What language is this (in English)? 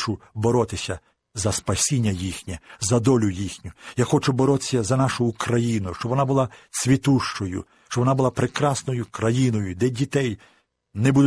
Ukrainian